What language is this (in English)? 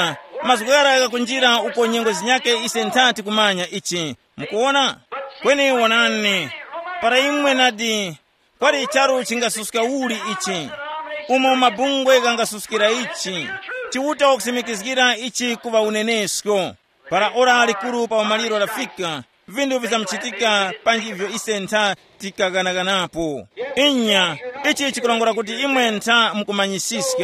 Tumbuka